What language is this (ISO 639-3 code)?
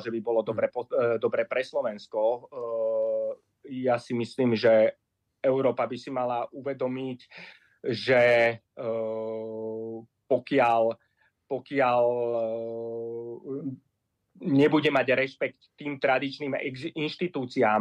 slk